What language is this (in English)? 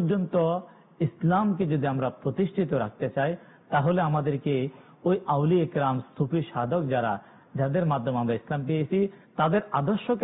Bangla